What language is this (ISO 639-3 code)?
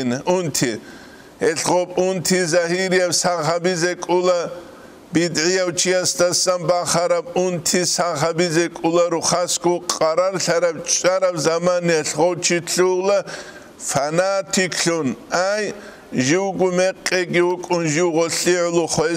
ava